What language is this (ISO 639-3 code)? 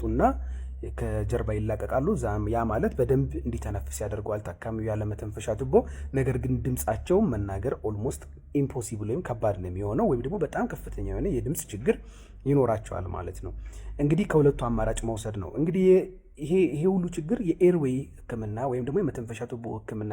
amh